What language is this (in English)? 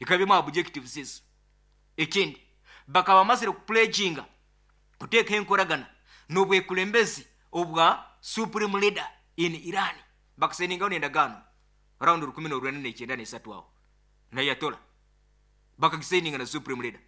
Nyankole